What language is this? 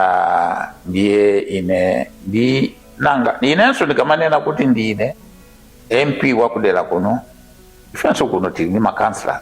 Nyanja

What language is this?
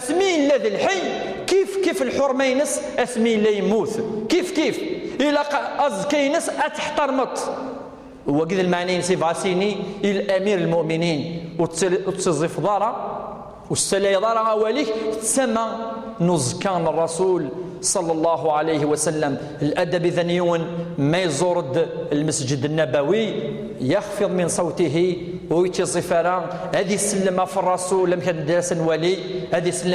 Kabyle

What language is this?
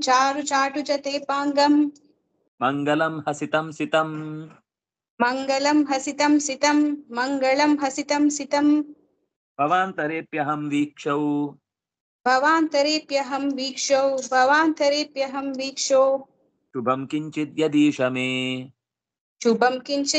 Kannada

